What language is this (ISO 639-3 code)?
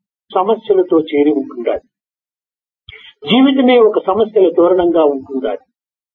tel